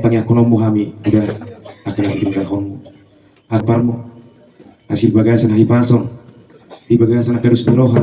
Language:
Batak Toba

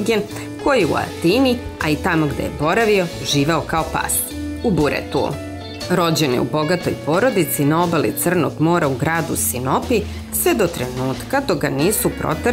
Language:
Serbian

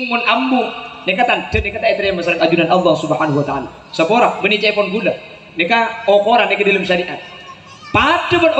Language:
Madurese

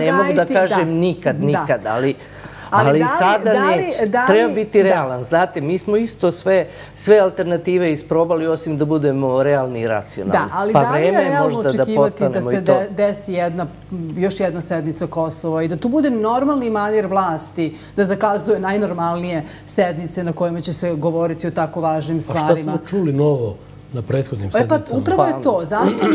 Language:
Serbian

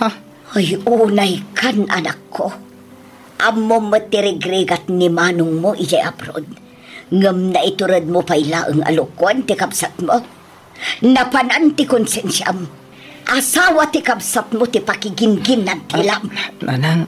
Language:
Iloko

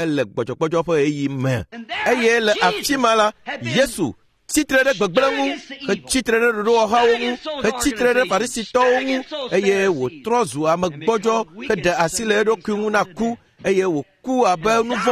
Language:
Ewe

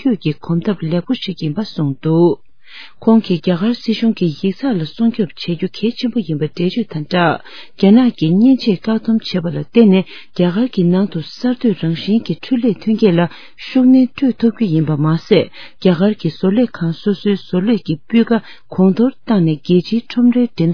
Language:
Tibetan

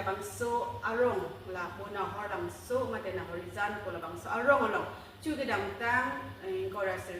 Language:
Karbi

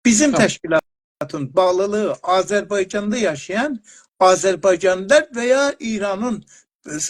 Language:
South Azerbaijani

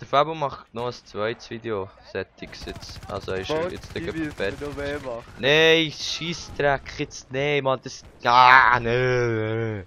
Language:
Swiss German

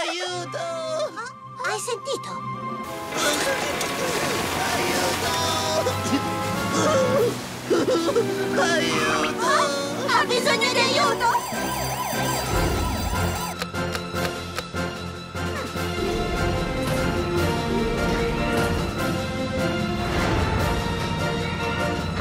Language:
Italian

